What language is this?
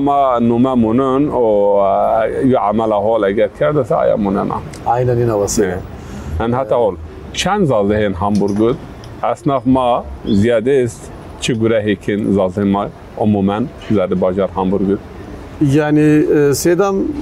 Zaza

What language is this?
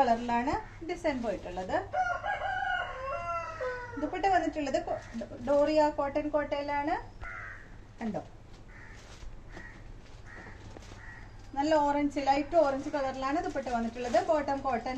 Malayalam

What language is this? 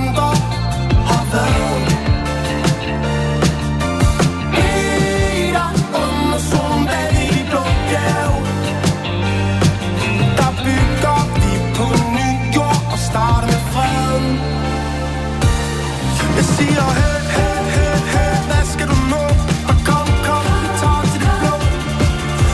Danish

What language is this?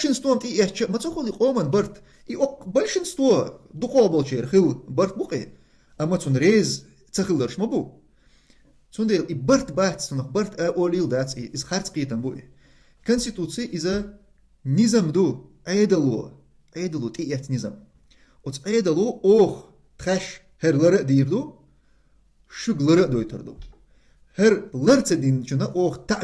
Chechen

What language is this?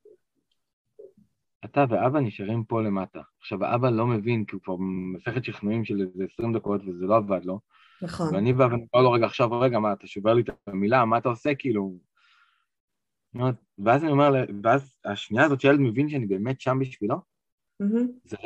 Hebrew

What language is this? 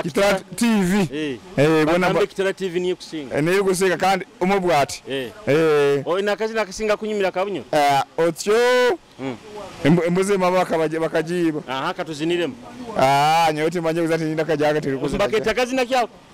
Nyoro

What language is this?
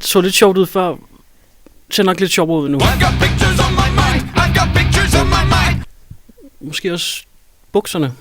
Kalaallisut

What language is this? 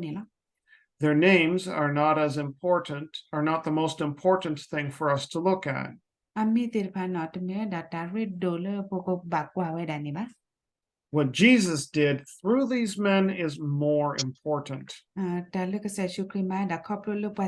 S'gaw Karen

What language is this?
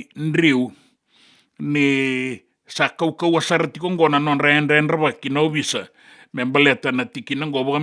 Fijian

